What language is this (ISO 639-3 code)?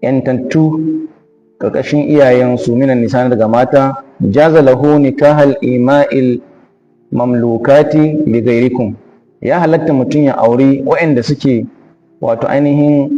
hau